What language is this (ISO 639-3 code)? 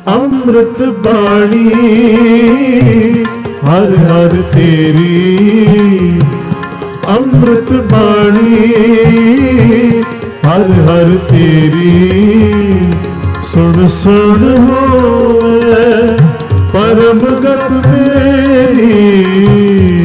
pan